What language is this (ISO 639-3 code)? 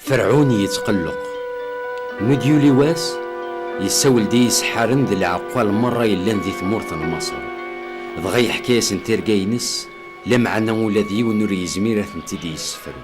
kab